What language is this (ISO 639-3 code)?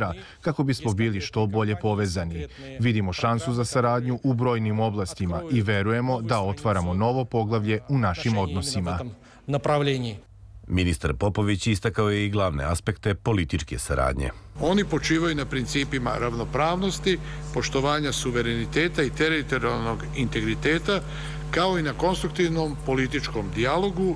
srp